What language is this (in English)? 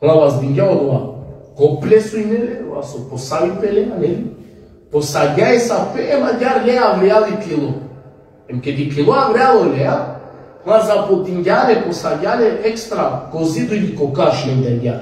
Balkan Romani